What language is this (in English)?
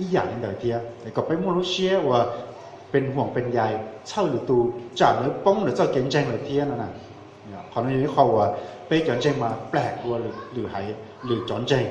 Hmong